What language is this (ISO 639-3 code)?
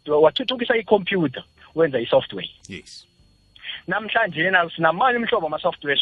nbl